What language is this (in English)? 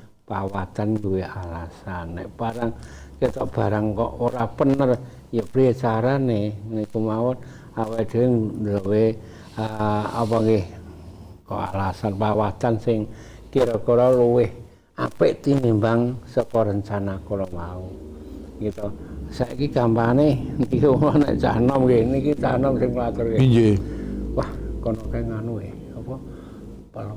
Javanese